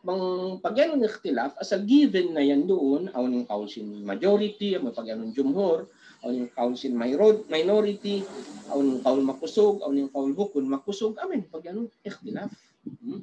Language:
Tausug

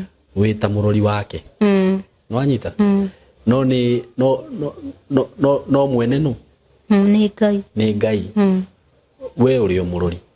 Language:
Kikuyu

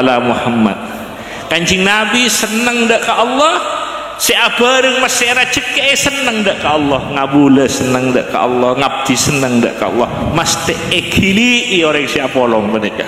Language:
Madurese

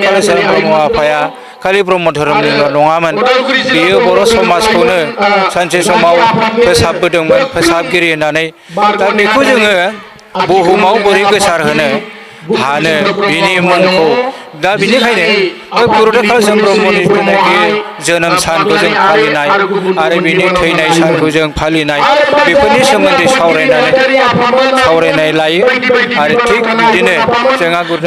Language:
Bodo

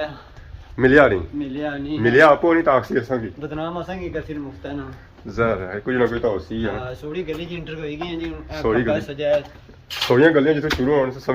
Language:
Pahari-Potwari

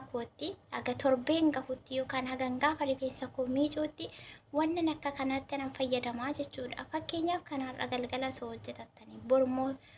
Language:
Oromo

